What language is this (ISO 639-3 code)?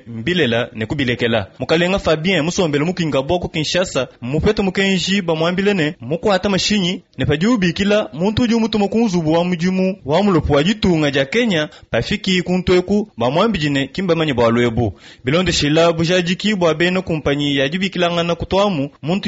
lua